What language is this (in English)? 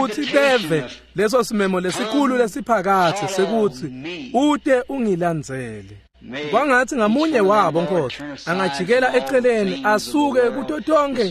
Swati